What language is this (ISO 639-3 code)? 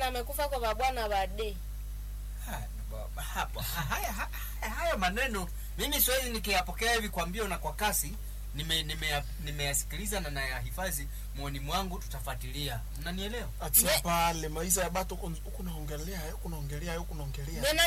swa